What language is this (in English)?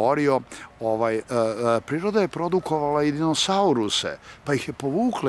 Serbian